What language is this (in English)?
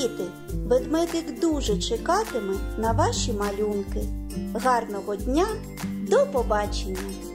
Ukrainian